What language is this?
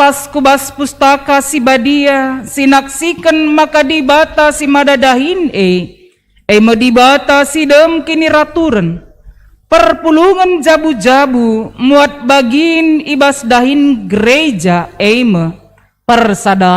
Batak Karo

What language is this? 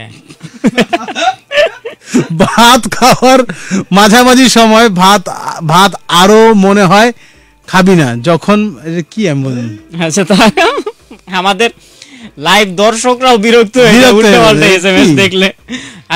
Bangla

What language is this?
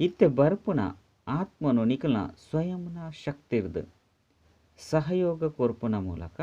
Tulu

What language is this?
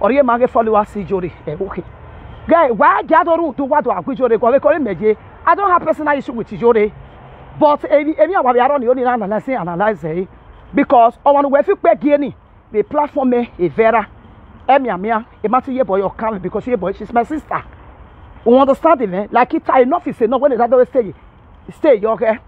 Nigerian Pidgin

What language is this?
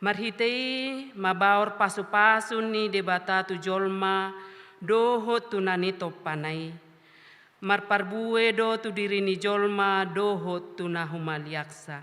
Batak Toba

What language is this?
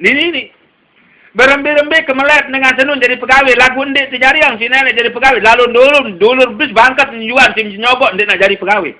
Sasak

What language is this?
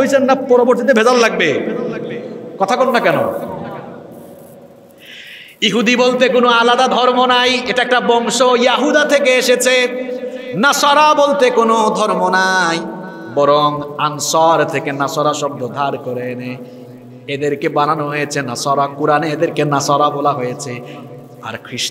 Bangla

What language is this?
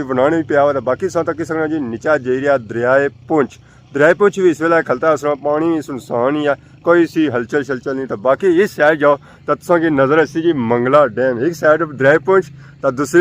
Pahari-Potwari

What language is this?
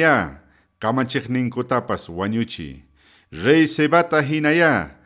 Ayacucho Quechua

